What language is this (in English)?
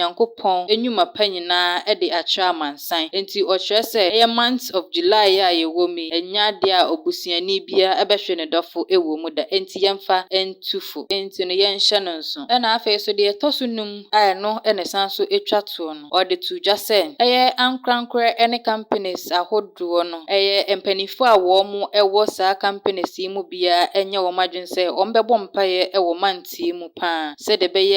Akan